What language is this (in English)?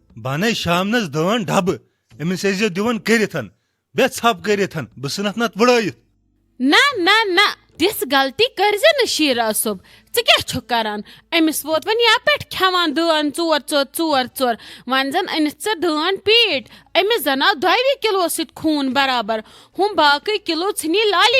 Kashmiri